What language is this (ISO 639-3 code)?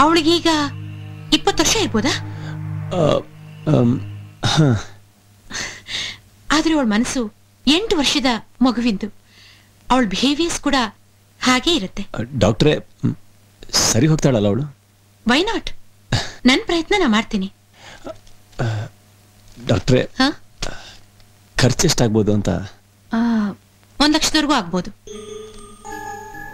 kan